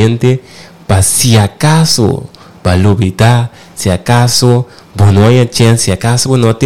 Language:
Papiamento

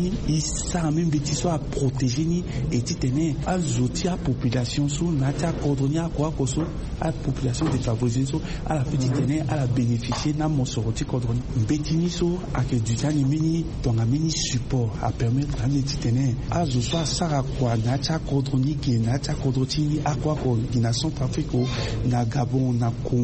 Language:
Sango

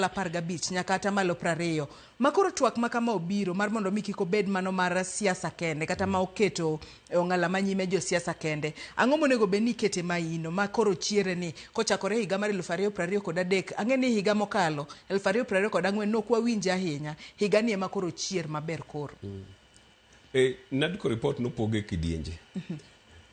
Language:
Luo (Kenya and Tanzania)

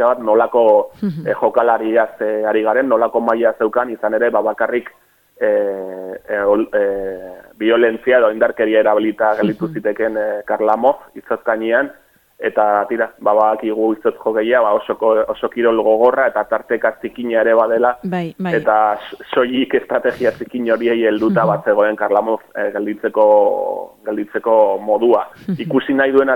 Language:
Basque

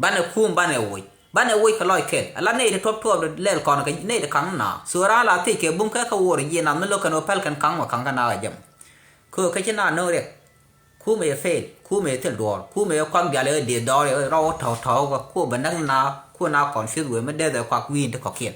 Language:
Nuer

